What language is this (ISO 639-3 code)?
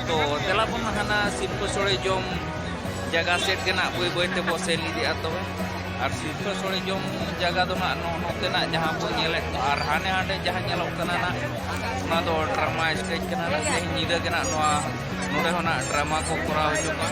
sat